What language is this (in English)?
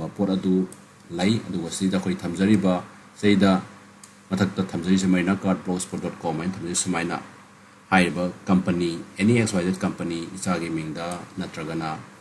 Manipuri